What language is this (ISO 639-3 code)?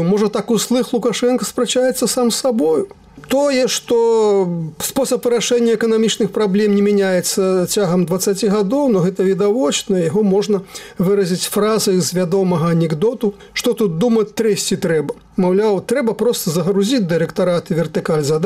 bel